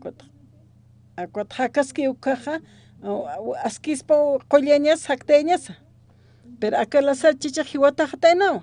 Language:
Aymara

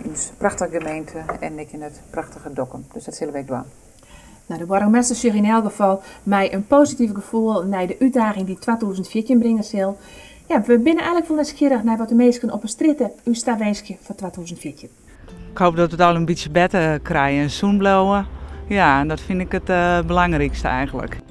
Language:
Western Frisian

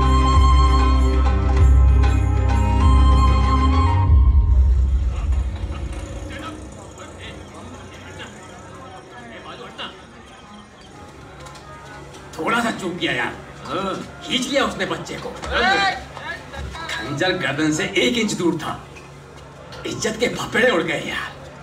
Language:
Hindi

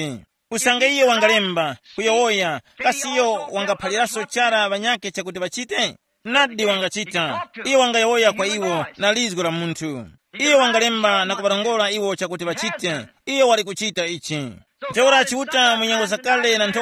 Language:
Tumbuka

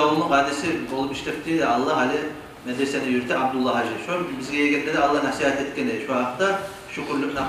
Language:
Kumyk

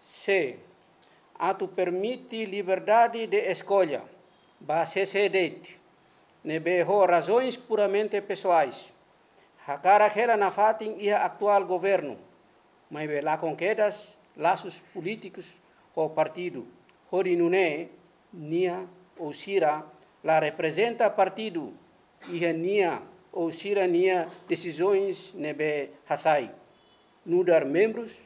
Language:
Tetum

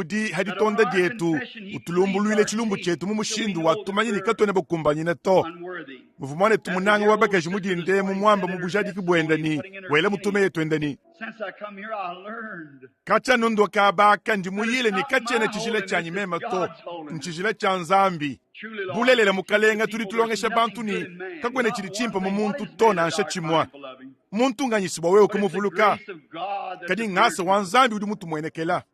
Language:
Luba-Lulua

